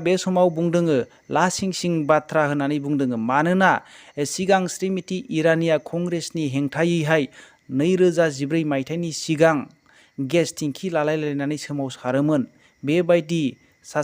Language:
Bodo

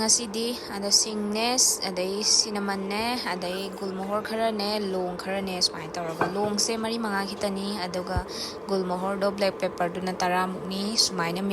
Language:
Manipuri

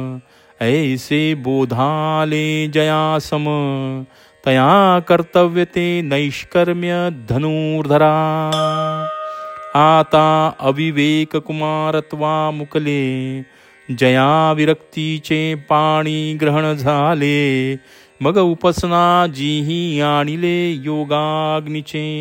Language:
Marathi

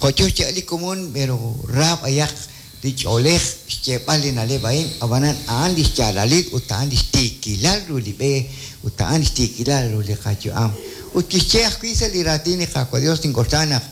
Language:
Kekchí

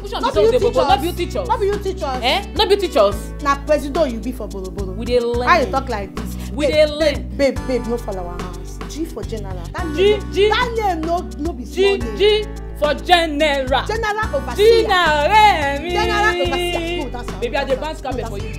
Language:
Nigerian Pidgin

